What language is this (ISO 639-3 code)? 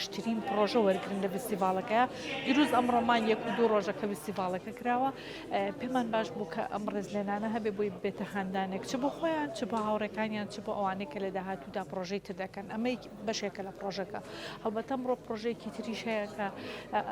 ckb